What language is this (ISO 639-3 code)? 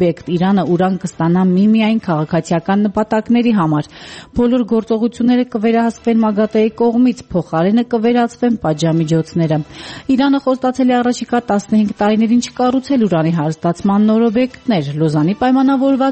hye